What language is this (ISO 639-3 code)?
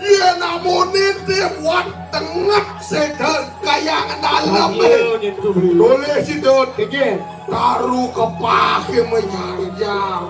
ban